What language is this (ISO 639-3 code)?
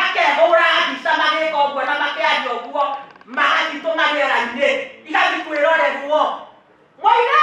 kik